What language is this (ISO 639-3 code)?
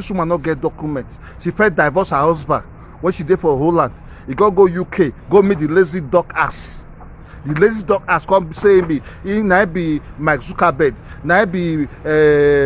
pcm